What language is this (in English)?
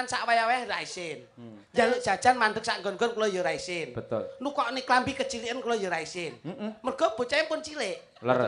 Javanese